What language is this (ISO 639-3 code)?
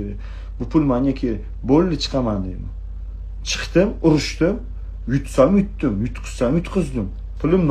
uzb